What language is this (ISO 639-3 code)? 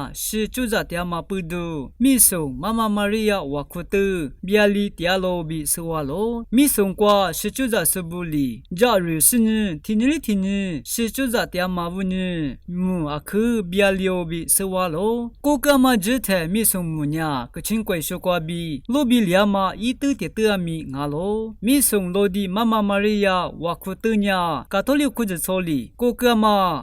lis